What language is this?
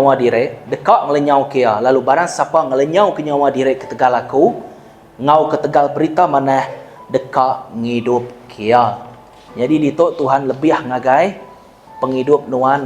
Iban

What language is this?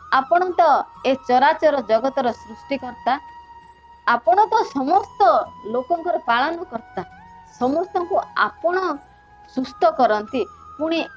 Odia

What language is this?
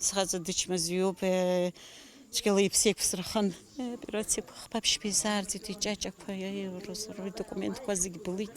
Abkhazian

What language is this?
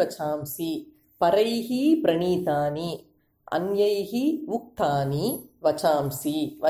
Sanskrit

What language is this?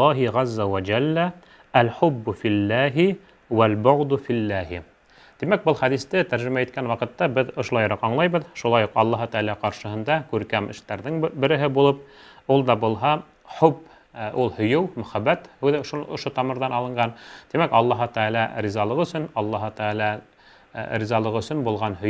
Bashkir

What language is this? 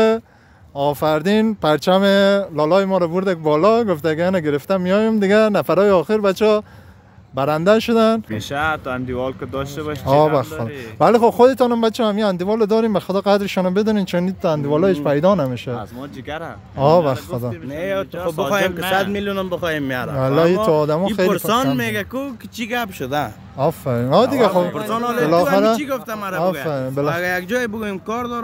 Persian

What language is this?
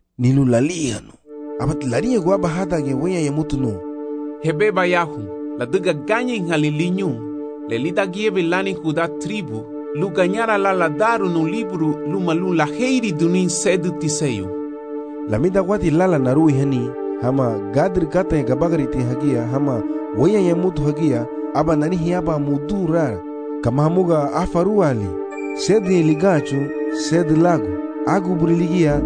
Garifuna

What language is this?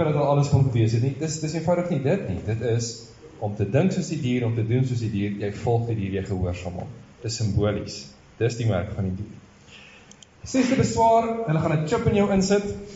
Afrikaans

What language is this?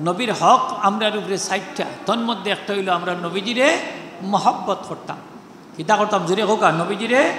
Sylheti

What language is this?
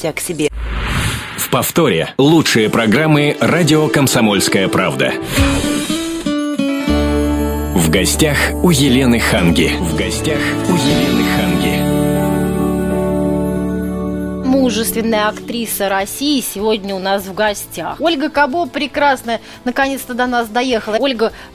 Russian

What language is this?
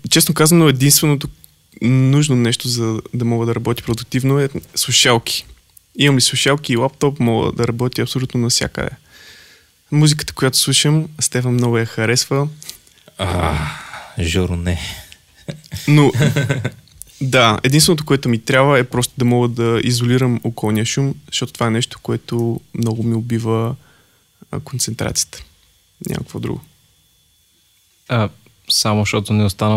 Bulgarian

